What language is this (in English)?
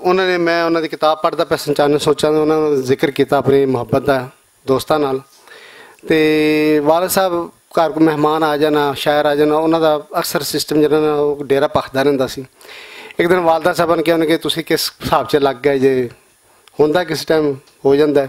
Western Panjabi